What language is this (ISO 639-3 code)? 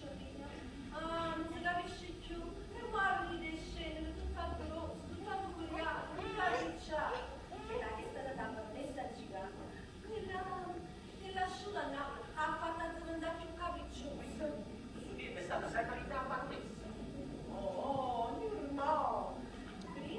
nap